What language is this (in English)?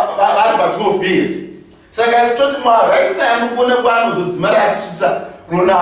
Shona